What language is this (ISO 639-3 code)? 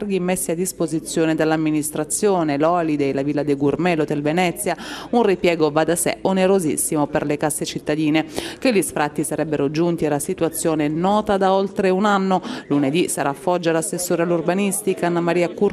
ita